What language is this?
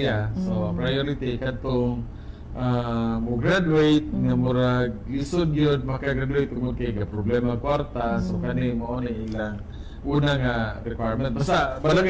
Cebuano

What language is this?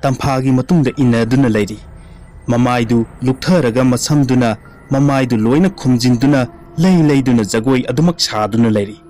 Manipuri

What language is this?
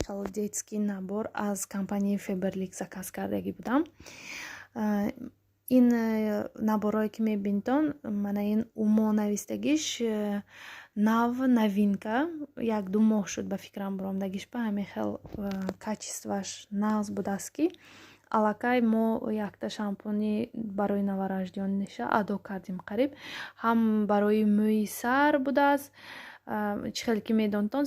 Tajik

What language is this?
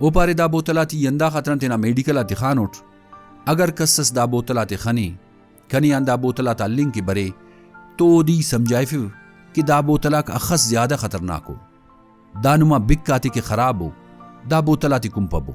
Brahui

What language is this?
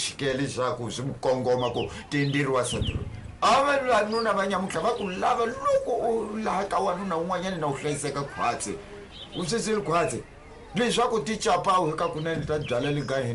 Tsonga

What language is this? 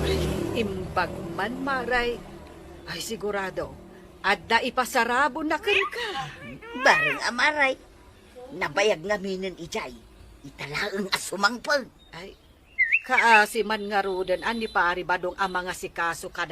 Iloko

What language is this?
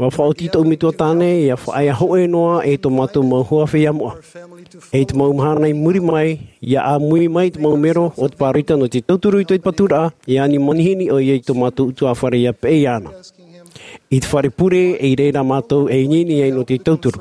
Tahitian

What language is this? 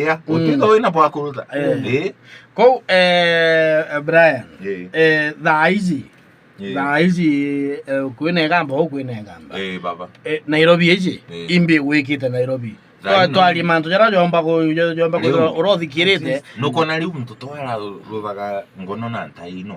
Meru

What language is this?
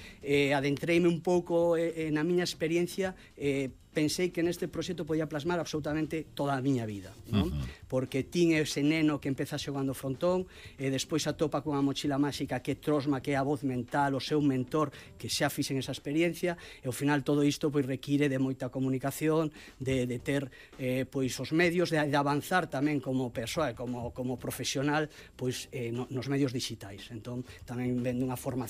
Galician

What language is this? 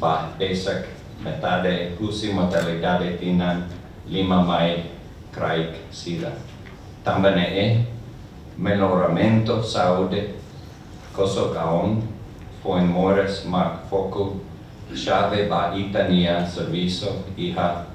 Tetum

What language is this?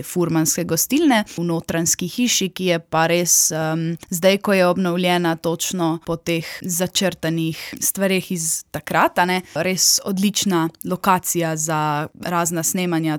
Slovenian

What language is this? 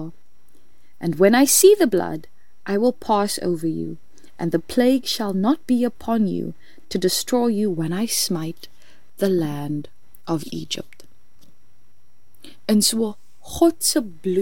Afrikaans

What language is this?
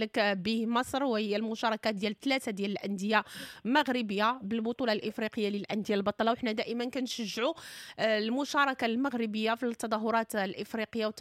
Moroccan Arabic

